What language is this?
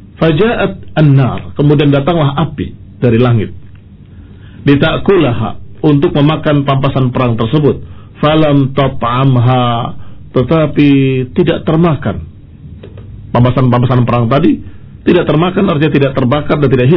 Indonesian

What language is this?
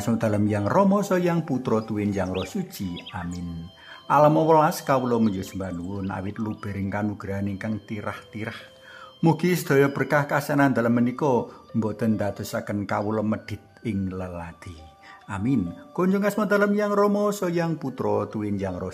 Javanese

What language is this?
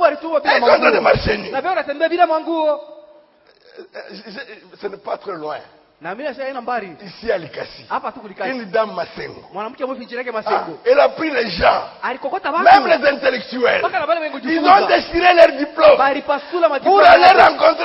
Swahili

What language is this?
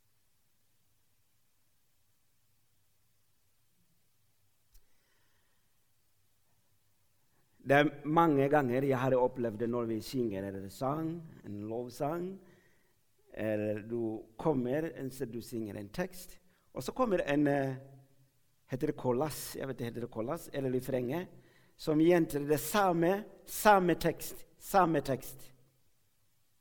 Norwegian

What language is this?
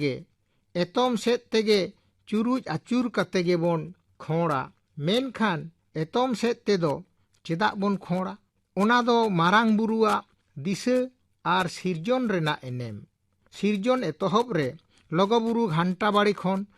Santali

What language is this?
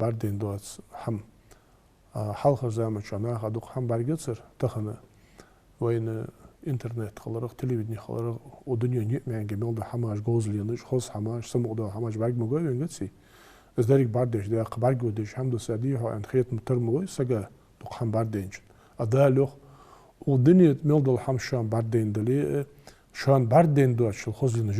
Ingush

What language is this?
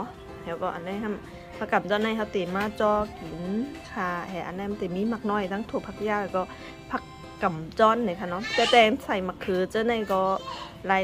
Shan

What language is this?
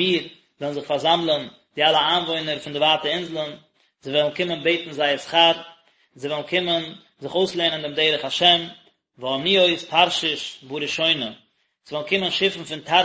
Yiddish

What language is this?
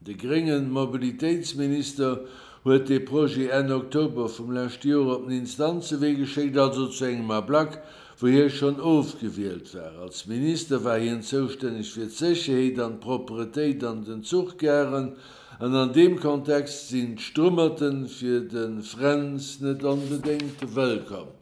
Luxembourgish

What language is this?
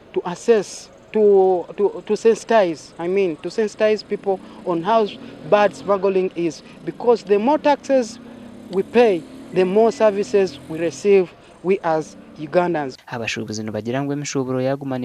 Nyankole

